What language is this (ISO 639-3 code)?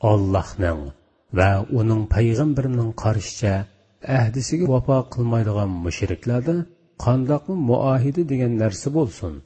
uig